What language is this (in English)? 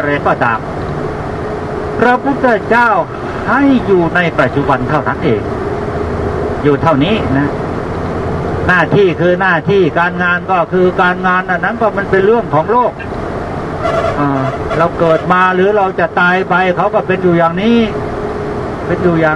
Thai